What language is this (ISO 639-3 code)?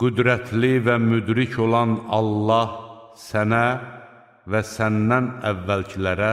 aze